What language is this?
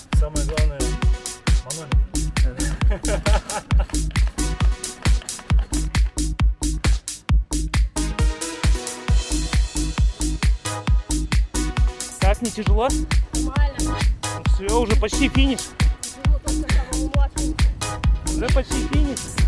Russian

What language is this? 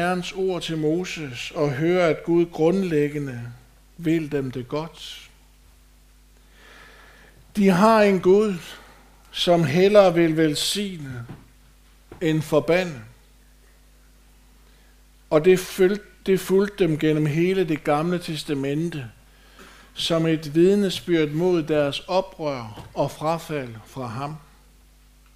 Danish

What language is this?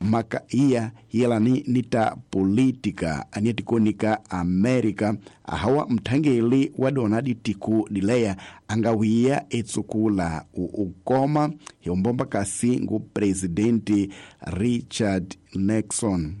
Tsonga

